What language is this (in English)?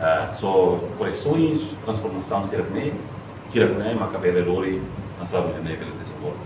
Tetum